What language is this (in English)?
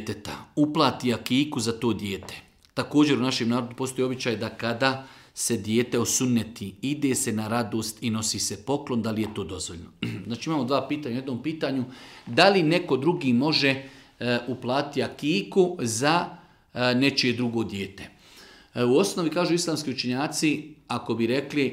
Bosnian